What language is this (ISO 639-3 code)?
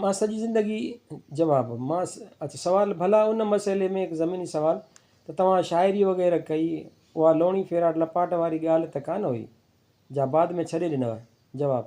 snd